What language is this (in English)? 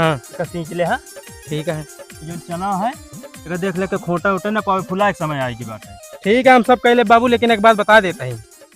Awadhi